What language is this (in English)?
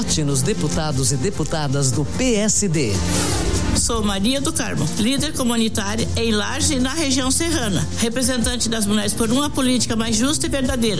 Portuguese